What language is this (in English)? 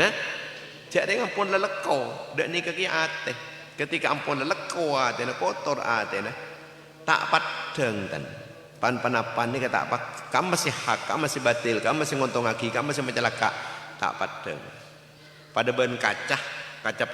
Madurese